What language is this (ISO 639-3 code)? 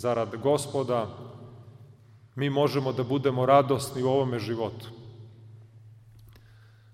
srp